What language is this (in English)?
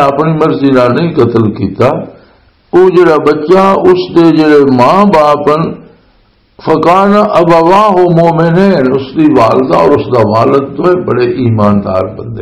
Western Panjabi